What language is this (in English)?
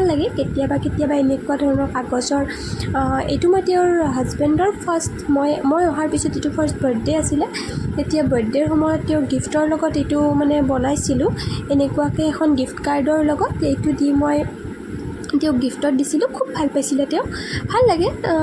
Assamese